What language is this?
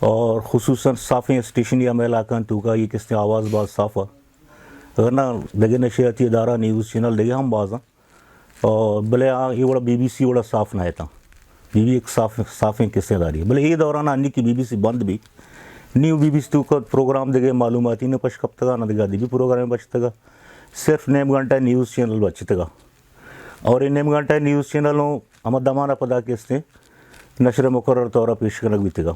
Baluchi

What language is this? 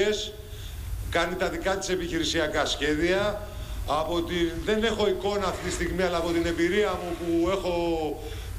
Greek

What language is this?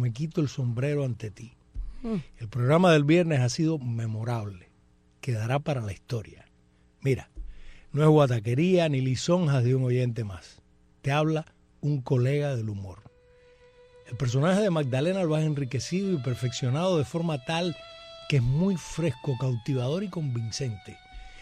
Spanish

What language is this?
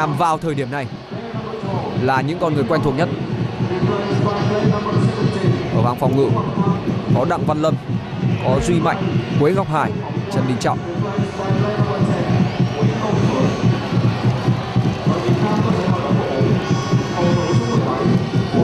Vietnamese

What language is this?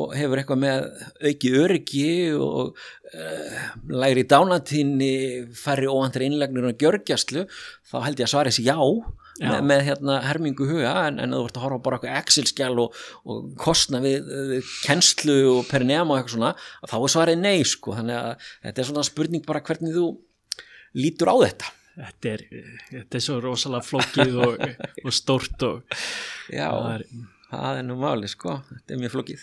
Icelandic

